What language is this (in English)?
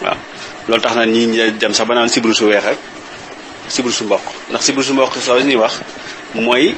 Wolof